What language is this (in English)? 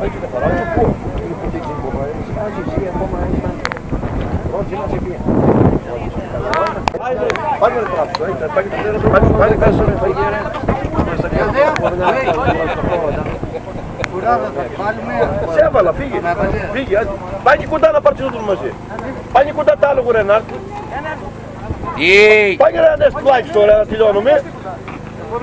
Greek